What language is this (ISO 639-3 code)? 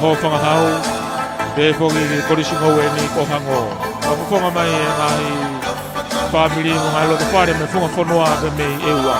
ton